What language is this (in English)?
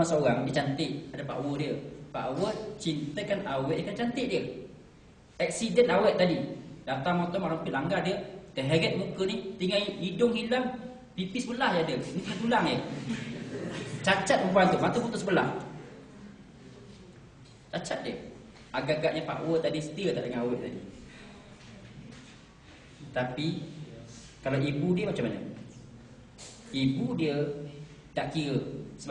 Malay